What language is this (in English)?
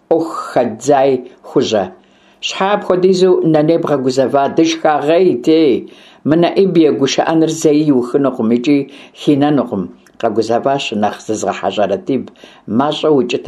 Kabardian